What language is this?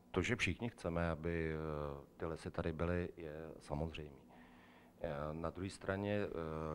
Czech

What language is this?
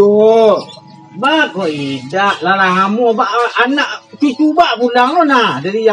Minangkabau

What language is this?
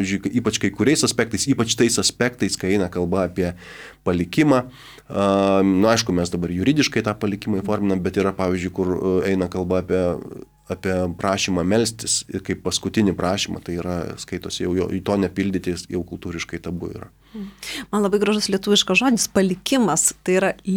Lithuanian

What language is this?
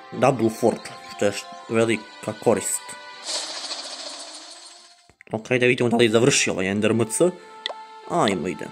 Croatian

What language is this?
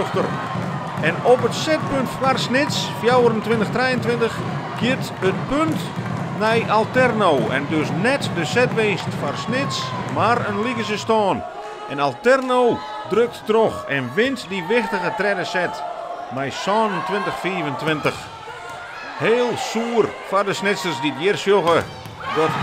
Western Frisian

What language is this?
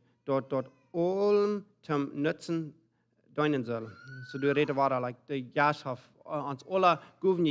Plautdietsch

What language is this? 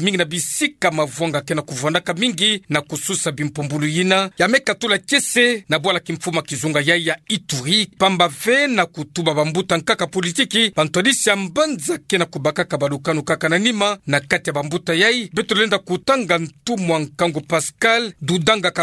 Kituba (Democratic Republic of Congo)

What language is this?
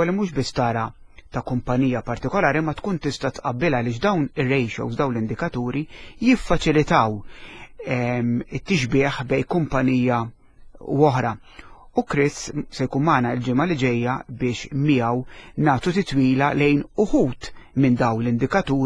Maltese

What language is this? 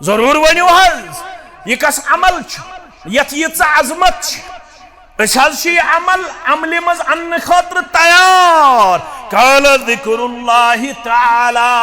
Kashmiri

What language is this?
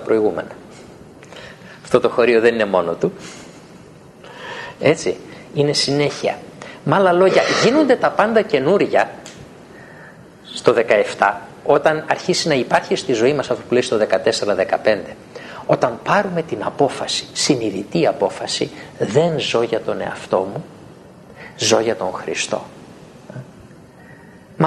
Greek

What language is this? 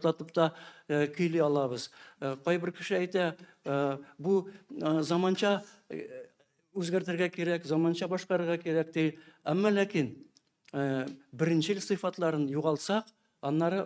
Tatar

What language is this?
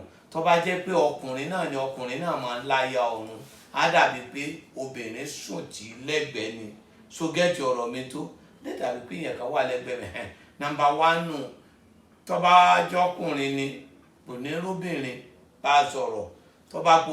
Yoruba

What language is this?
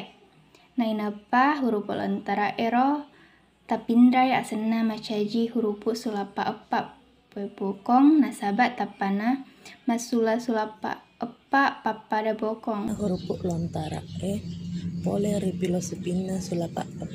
Buginese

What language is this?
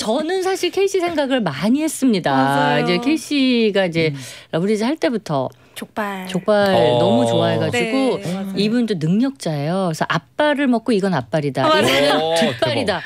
Korean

